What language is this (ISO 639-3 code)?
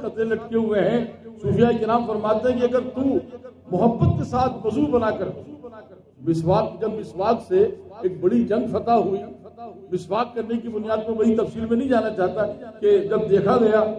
urd